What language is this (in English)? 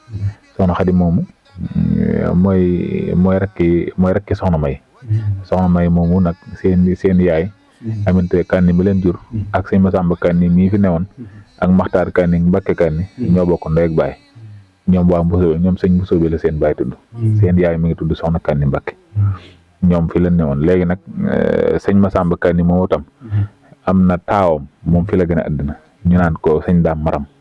Wolof